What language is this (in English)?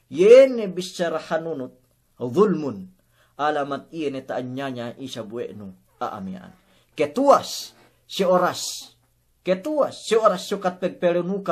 Yakan